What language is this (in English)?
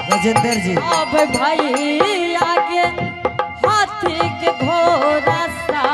Angika